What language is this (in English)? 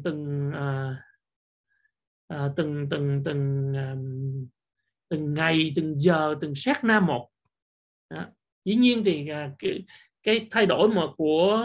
Vietnamese